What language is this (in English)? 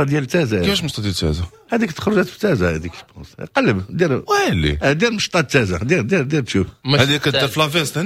Moroccan Arabic